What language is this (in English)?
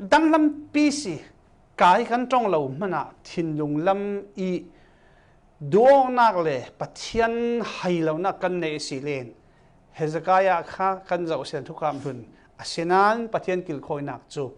Falam Chin